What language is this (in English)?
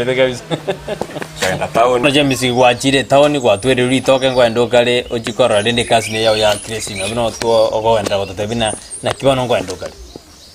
Gusii